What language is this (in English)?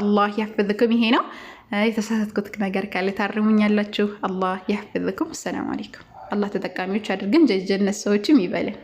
Amharic